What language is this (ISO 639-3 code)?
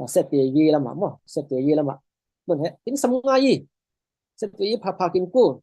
cfm